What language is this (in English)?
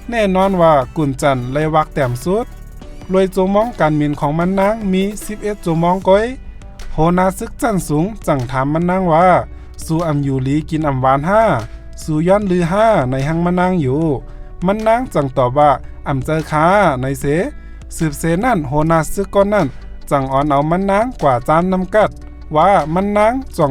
Shan